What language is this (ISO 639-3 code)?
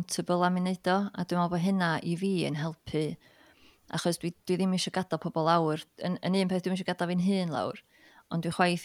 cym